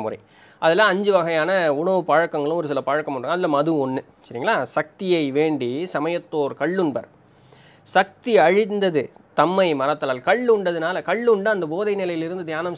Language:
Tamil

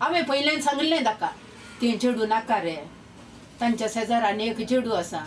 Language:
Konkani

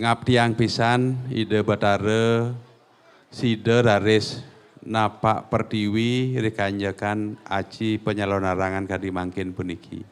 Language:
Balinese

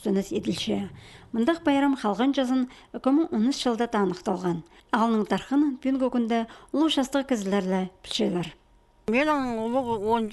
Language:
Khakas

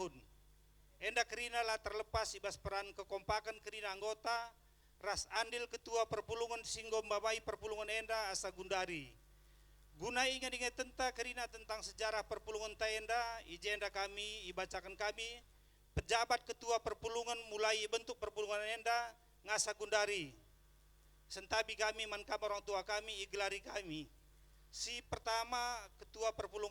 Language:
Batak Karo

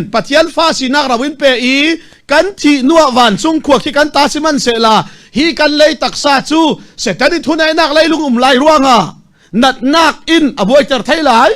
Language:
Falam Chin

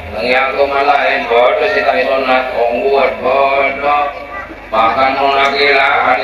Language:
Madurese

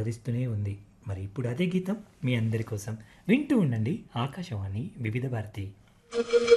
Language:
Telugu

